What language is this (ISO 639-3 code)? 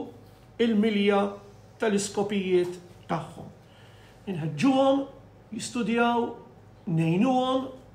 mlt